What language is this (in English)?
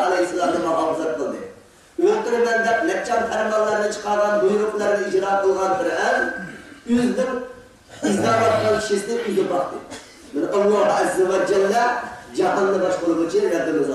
Uyghur